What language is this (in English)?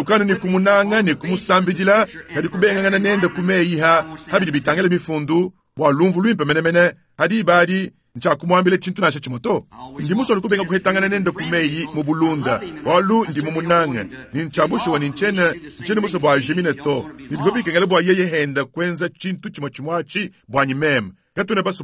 Luba-Lulua